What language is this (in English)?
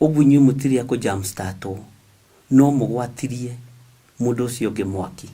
Kikuyu